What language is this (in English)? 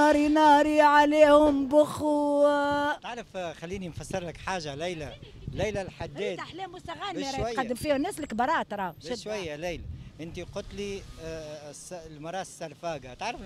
Tunisian Arabic